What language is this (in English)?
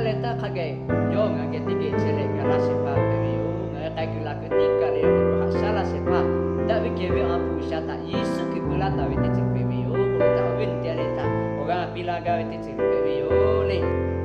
Lahu